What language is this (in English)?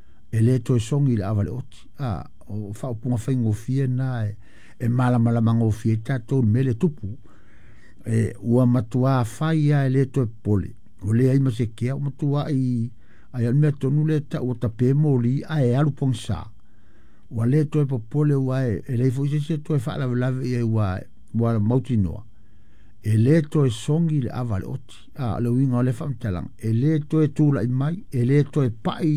Samoan